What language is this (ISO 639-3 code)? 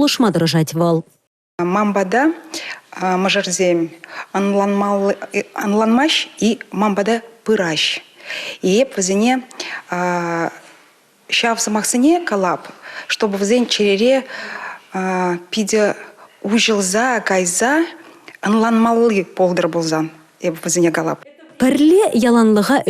chv